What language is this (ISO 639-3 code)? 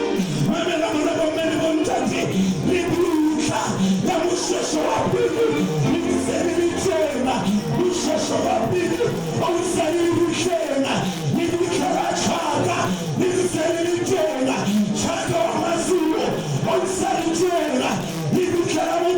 sot